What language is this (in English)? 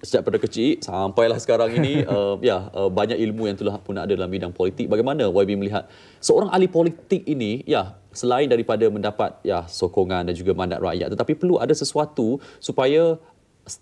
Malay